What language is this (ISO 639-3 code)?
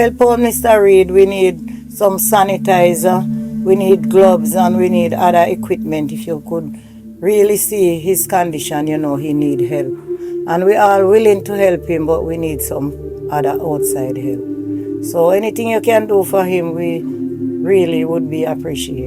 jam